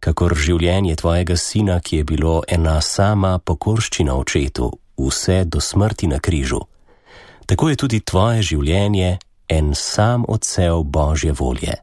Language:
Slovenian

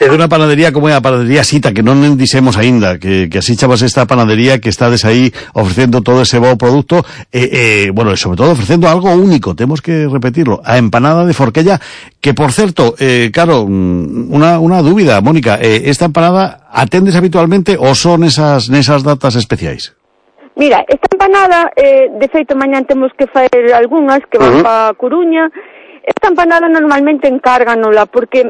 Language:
Galician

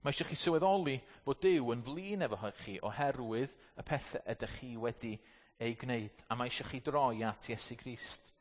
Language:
Welsh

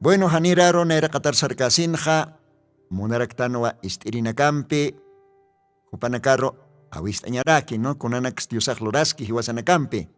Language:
Aymara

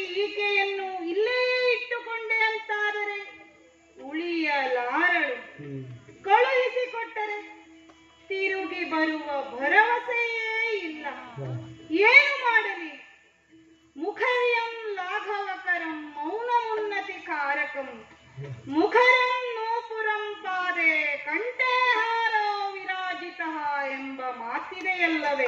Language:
Kannada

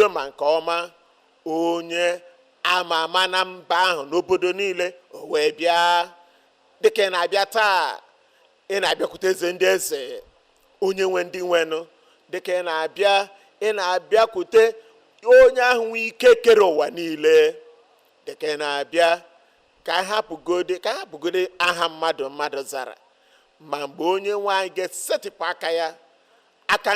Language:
Igbo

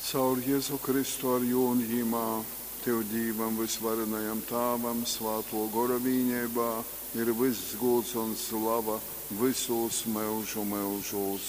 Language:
Latgalian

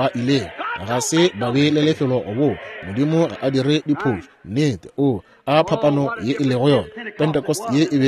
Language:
Northern Sotho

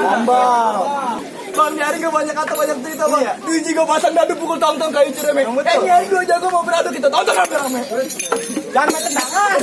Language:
Betawi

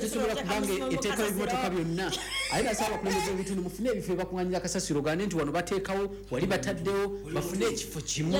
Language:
Ganda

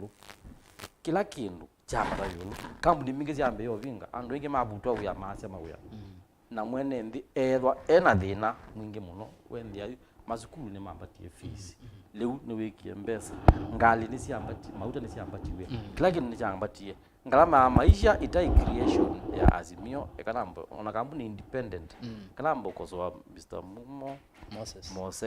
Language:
Kamba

